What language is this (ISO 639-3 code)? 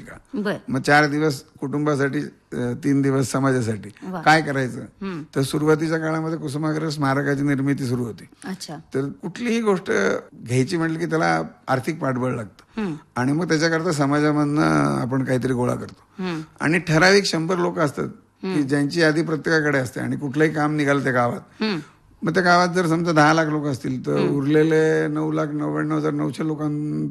mar